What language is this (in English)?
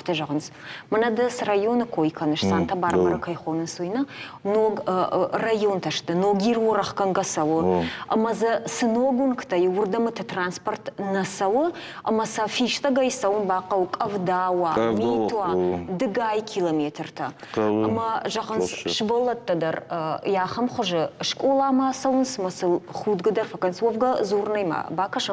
Ossetic